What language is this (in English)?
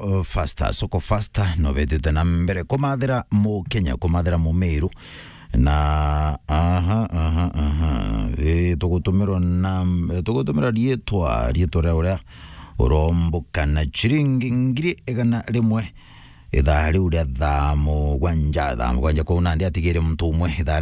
Meru